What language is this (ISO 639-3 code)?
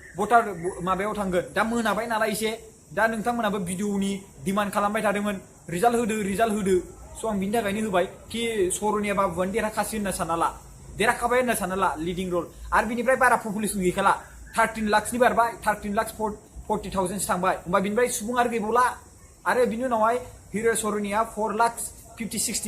brx